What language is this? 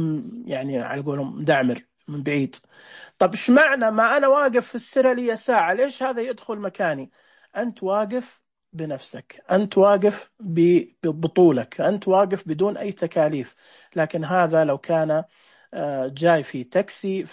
Najdi Arabic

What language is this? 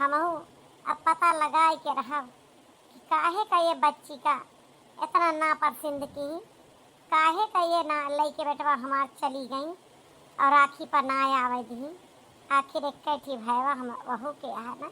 Awadhi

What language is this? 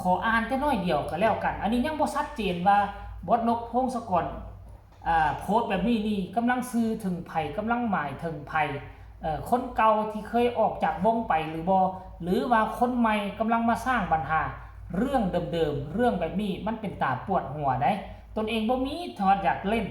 Northeastern Thai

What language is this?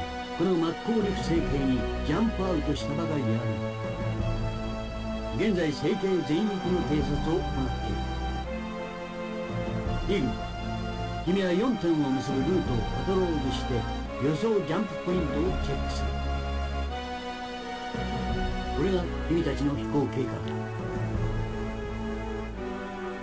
Japanese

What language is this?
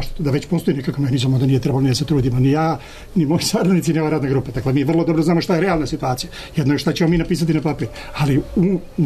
Serbian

